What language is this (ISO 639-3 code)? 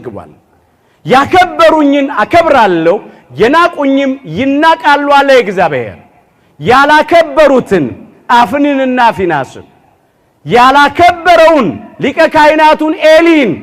amh